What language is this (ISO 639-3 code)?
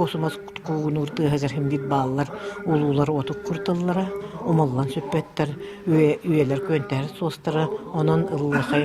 sah